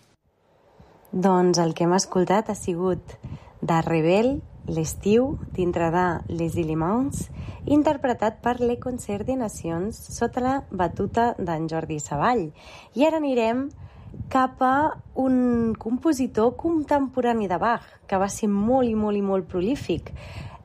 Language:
Catalan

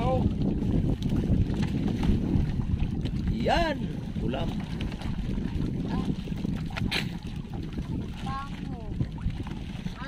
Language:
Filipino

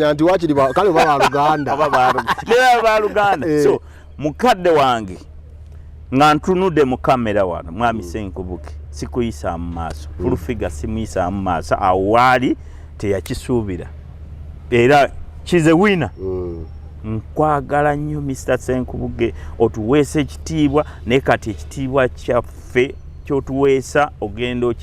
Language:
Ganda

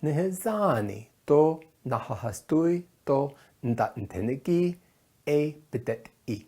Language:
Navajo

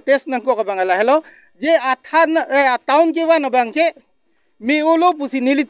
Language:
Karbi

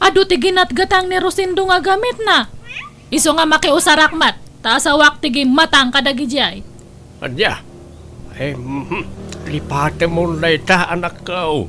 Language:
Iloko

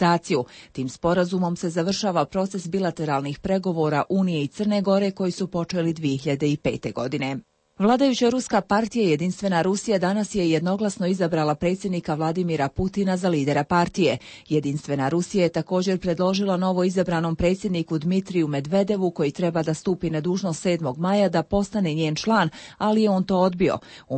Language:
Croatian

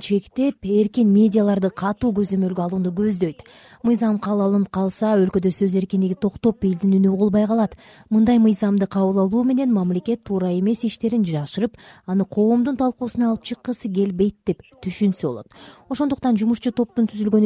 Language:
Kyrgyz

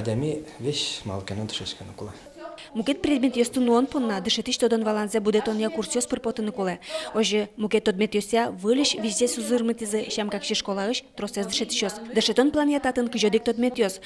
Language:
Udmurt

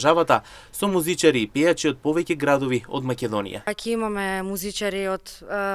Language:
Macedonian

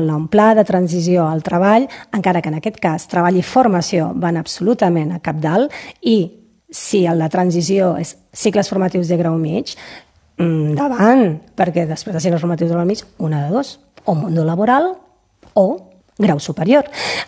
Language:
Catalan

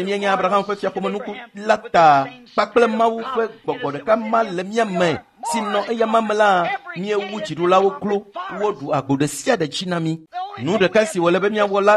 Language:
Ewe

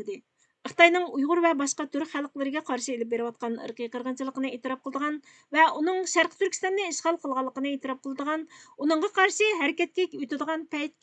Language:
Uyghur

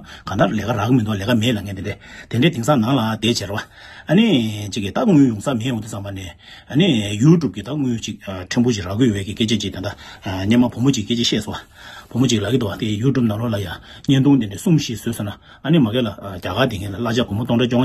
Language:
Tibetan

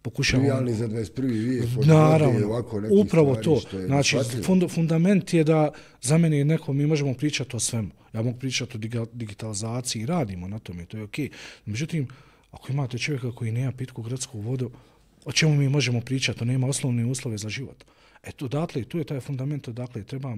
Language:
Bosnian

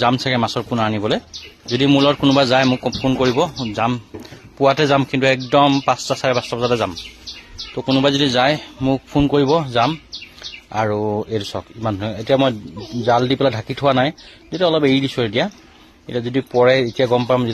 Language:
Assamese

